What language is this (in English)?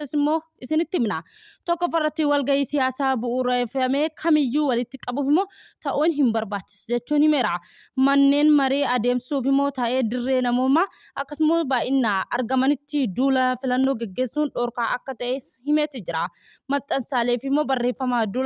Oromo